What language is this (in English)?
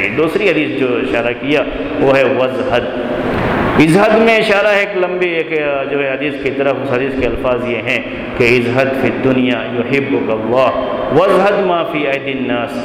Urdu